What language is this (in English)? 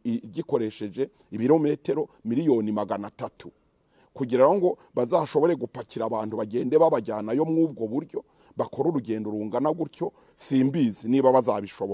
Kinyarwanda